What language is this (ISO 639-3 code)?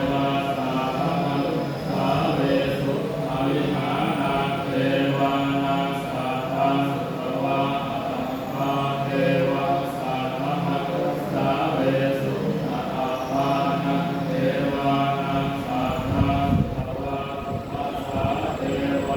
pli